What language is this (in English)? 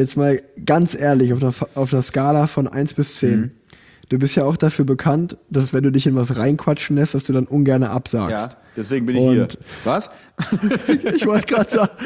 German